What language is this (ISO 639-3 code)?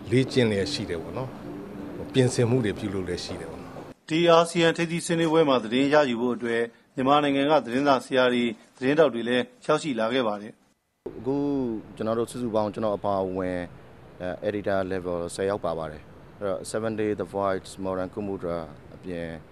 mya